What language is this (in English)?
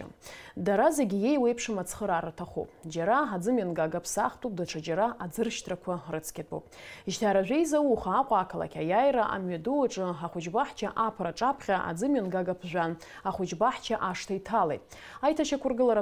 Abkhazian